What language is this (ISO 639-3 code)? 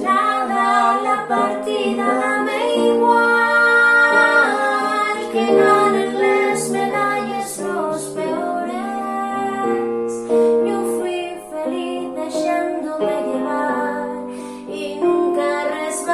ast